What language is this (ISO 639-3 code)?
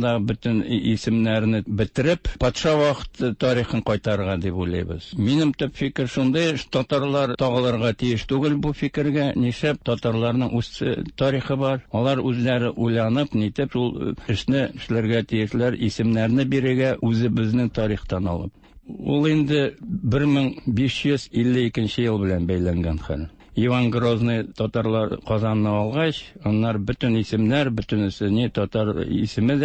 tat